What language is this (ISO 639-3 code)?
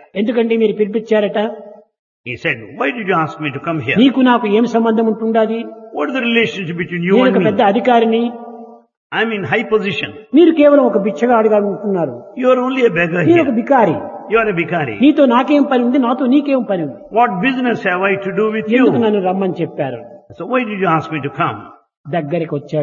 tel